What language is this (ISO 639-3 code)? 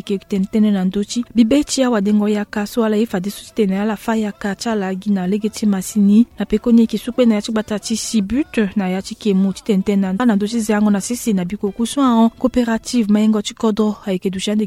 sag